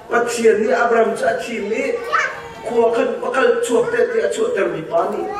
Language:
Hakha Chin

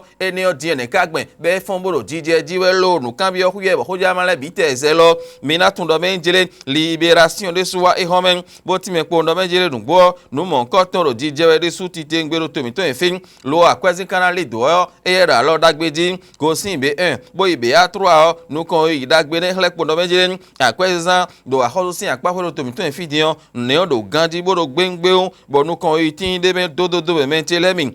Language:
Fon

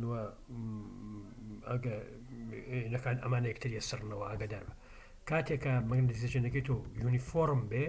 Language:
Central Kurdish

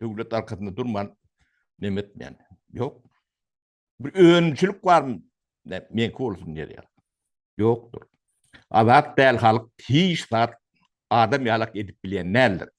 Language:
Turkmen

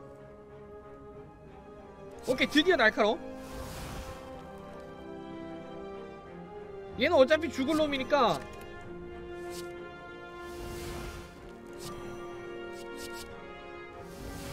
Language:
Korean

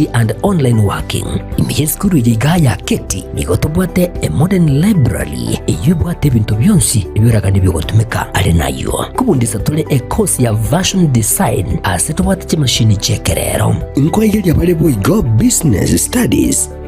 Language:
Gusii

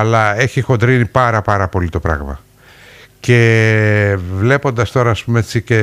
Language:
Greek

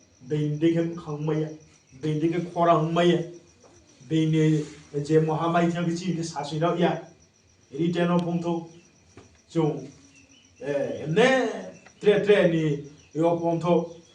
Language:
Riang (India)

